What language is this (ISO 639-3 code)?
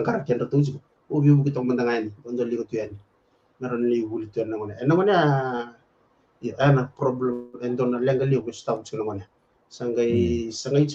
fij